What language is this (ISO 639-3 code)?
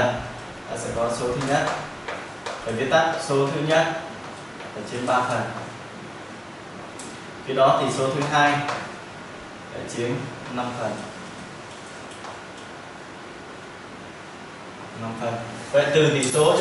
vie